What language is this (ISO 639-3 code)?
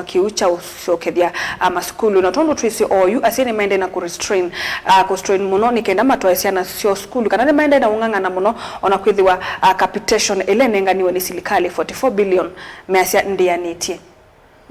kam